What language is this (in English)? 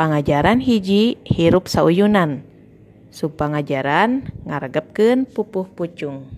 Sundanese